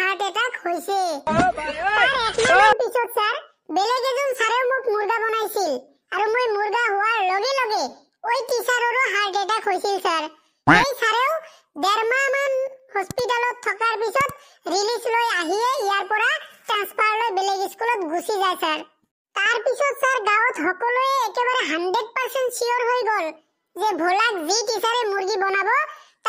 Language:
Assamese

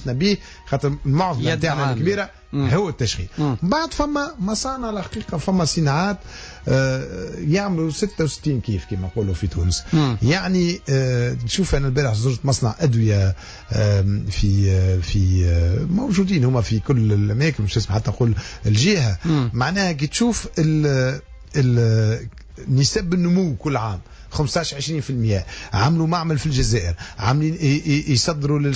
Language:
Tunisian Arabic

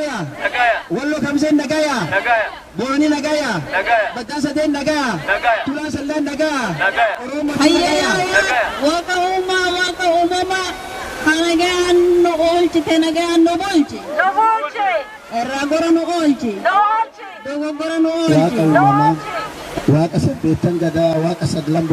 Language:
Oromo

